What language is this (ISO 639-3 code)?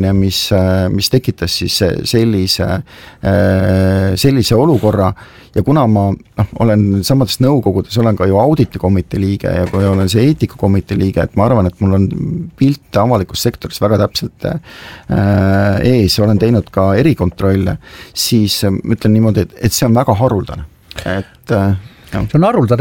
est